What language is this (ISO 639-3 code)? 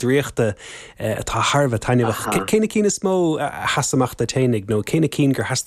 gle